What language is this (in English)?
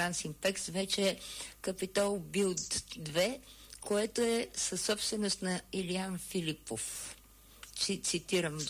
Bulgarian